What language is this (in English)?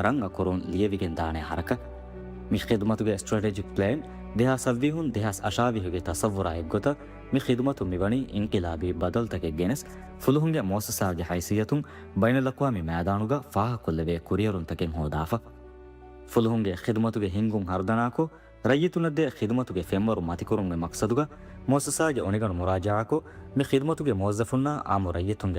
Divehi